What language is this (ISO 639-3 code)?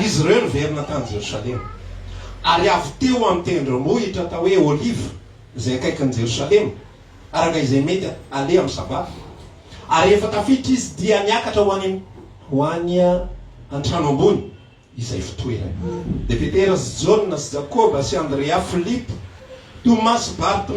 mlg